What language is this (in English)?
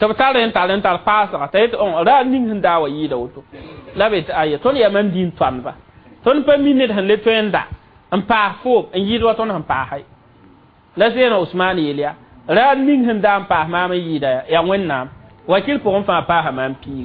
Mossi